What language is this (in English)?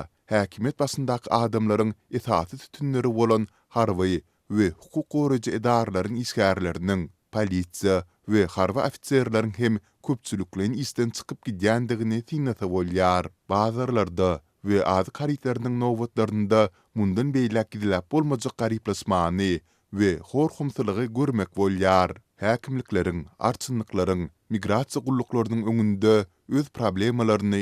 Turkmen